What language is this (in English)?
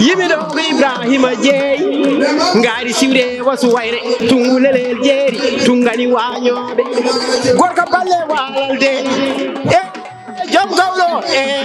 Fula